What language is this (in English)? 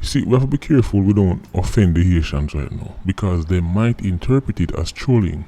Jamaican Creole English